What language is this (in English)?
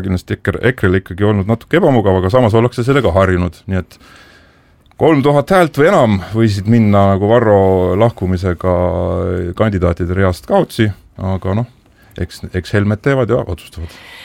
Estonian